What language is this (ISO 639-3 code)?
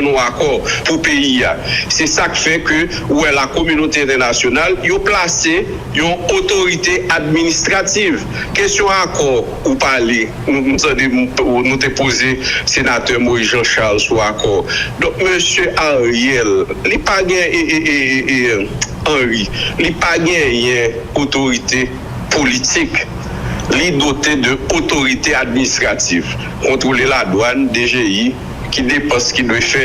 hat